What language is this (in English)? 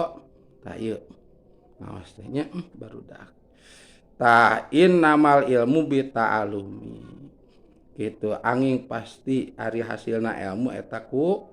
Sundanese